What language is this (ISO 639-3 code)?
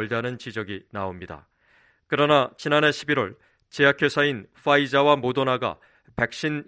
kor